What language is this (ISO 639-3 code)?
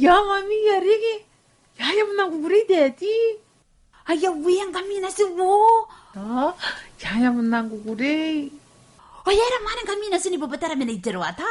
gil